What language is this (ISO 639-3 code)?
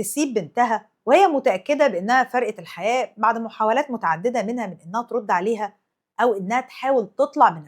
arz